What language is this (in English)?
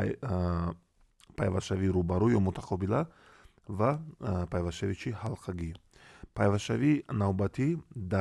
Tajik